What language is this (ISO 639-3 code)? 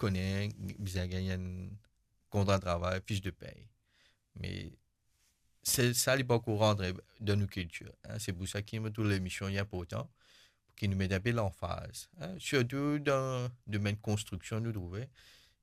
mfe